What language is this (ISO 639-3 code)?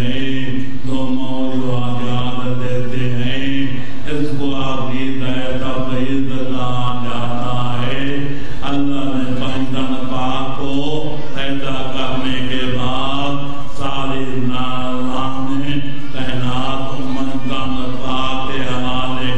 urd